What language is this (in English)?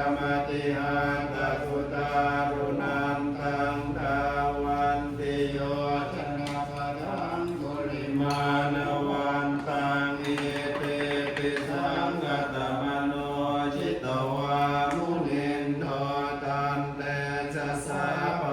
Pali